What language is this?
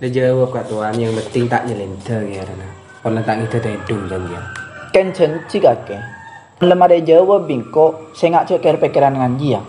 Madurese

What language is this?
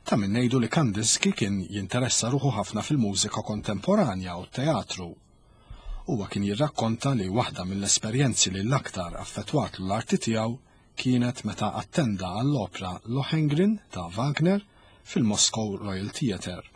Maltese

